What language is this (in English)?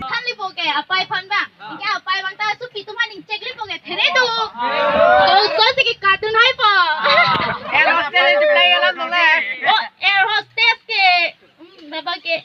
Karbi